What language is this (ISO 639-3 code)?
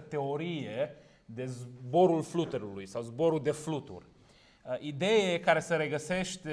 ron